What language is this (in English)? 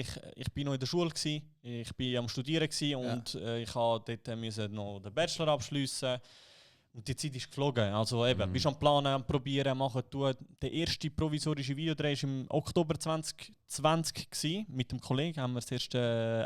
Swiss German